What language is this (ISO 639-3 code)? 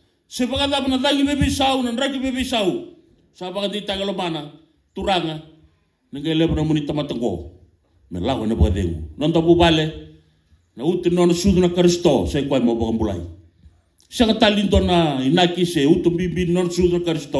fij